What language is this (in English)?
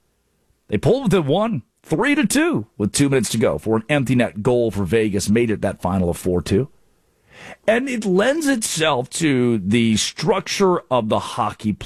English